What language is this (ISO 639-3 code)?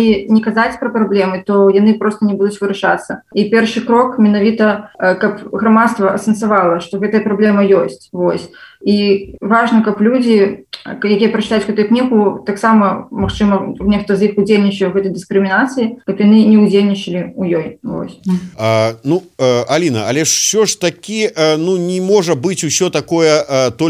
bel